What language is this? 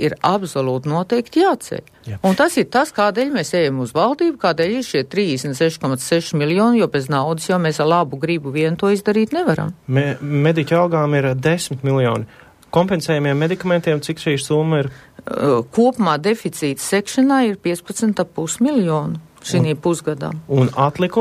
Latvian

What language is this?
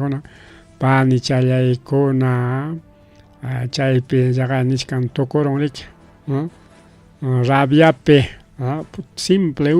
Ayacucho Quechua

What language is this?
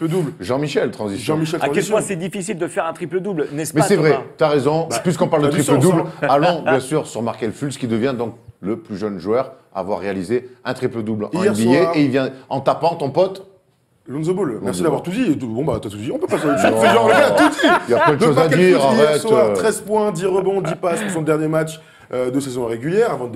French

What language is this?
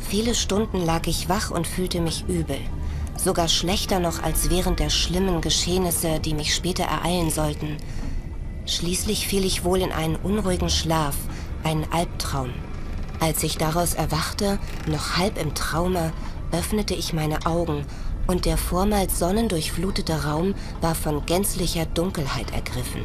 Bavarian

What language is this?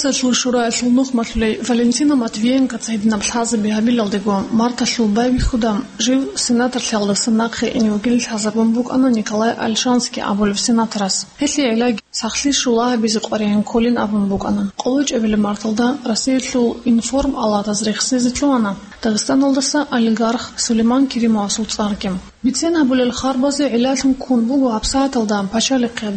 Avaric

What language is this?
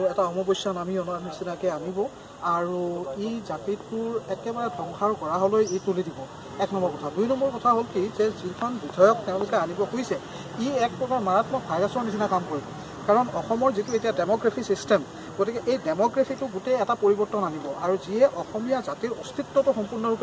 Assamese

